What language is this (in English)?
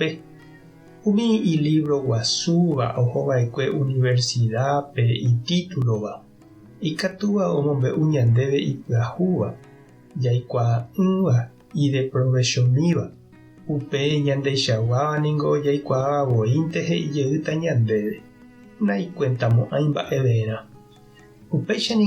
Guarani